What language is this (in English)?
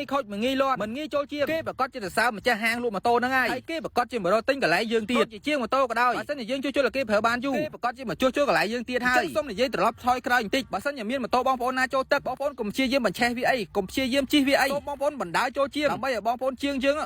Khmer